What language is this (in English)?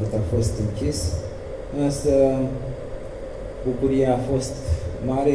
Romanian